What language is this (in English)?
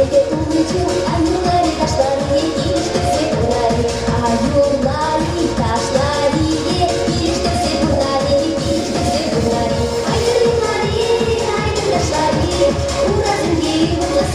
Chuvash